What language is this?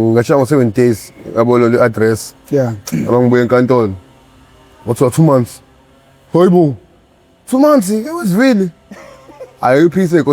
Zulu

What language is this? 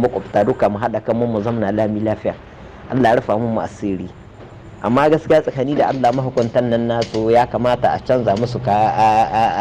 Hausa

